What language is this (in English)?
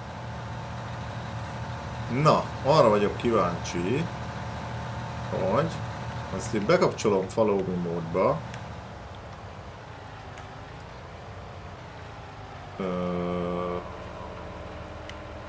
Hungarian